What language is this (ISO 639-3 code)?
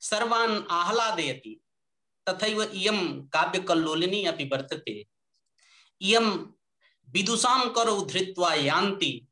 san